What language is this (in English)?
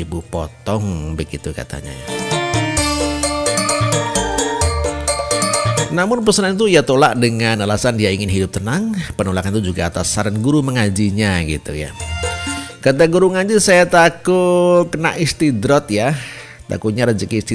Indonesian